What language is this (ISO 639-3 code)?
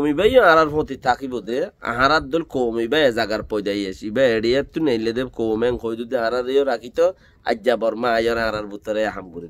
rhg